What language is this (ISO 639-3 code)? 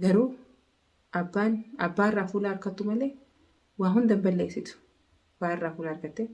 orm